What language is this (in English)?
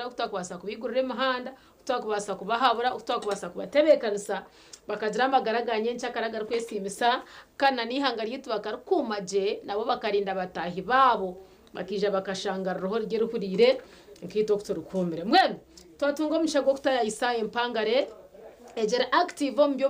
Nyankole